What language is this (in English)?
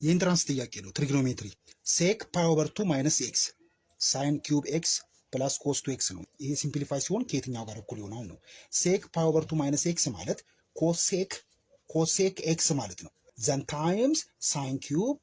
Amharic